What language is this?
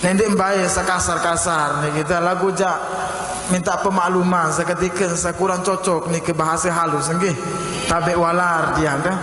Sasak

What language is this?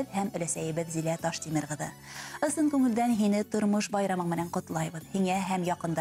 Bashkir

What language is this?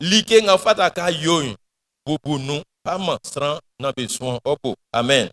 Baoulé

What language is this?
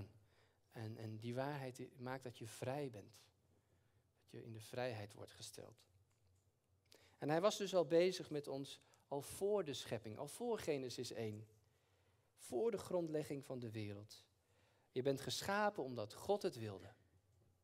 Dutch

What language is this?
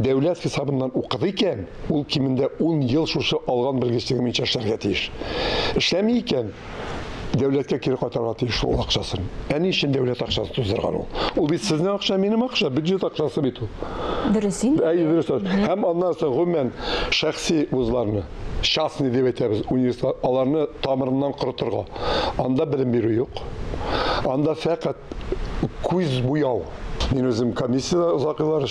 Tatar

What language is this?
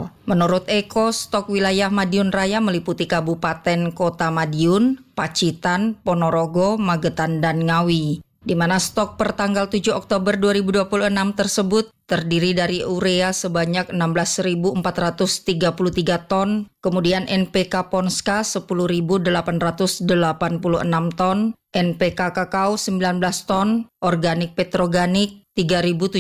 Indonesian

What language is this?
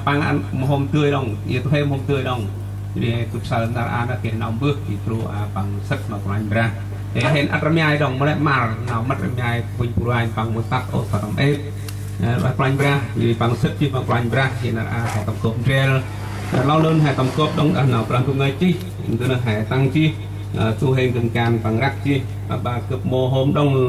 Central Mnong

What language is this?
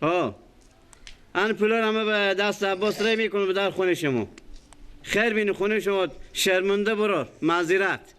Persian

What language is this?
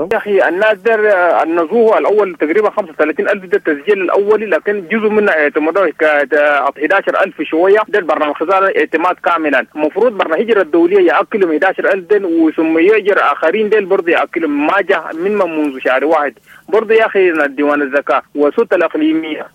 Sudanese Arabic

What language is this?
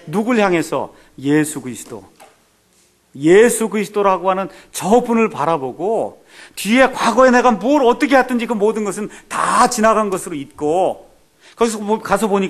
Korean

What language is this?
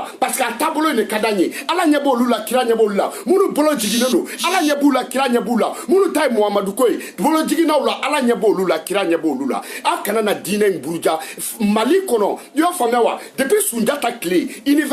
Bambara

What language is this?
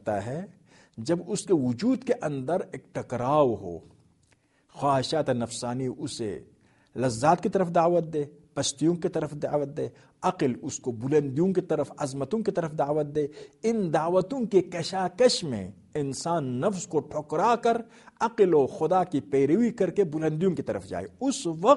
Urdu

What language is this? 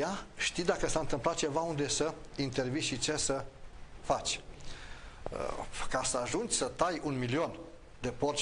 Romanian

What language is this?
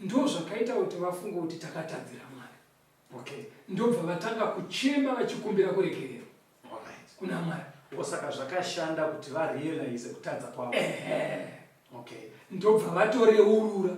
Shona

